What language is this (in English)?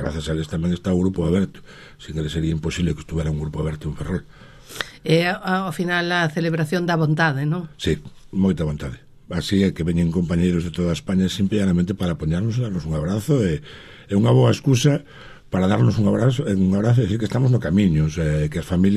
Galician